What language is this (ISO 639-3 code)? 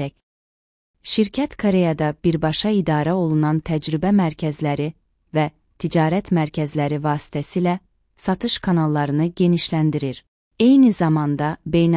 aze